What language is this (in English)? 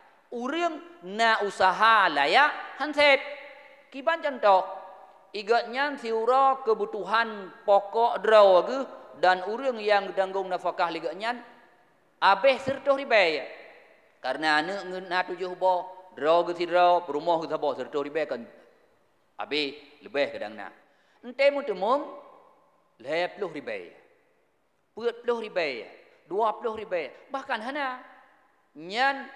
Achinese